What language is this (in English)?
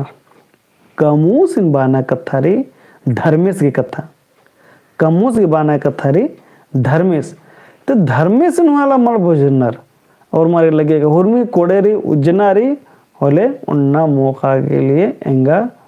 Kurukh